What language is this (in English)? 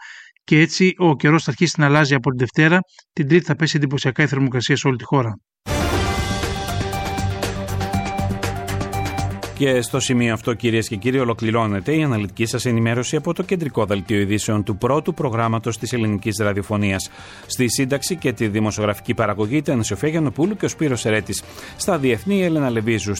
Greek